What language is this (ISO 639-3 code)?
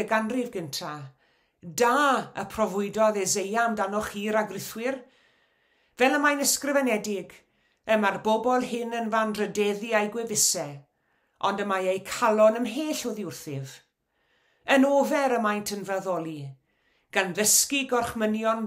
cym